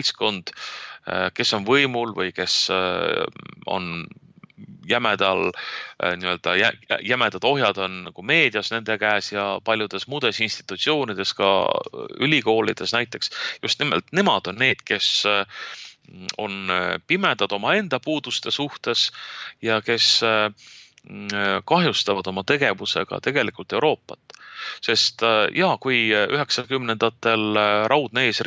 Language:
Estonian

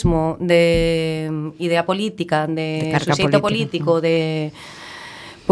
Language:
Galician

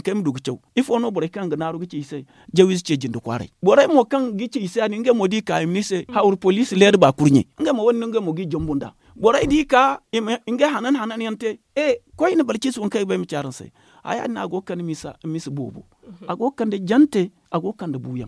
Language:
Zarma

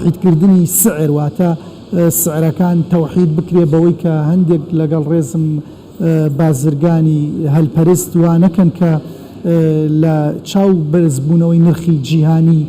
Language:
Central Kurdish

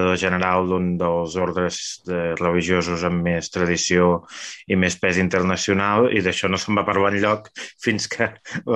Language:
Catalan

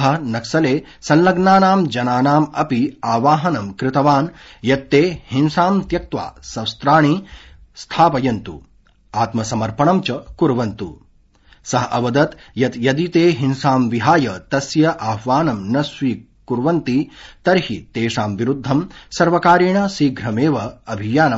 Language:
Sanskrit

